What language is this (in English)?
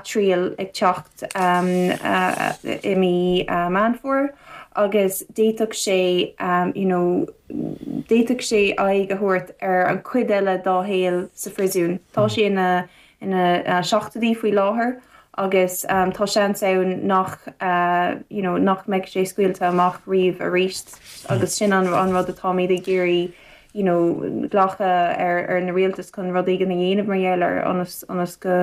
Irish